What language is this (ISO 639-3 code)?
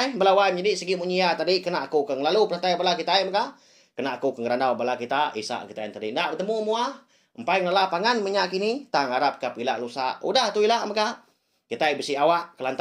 iba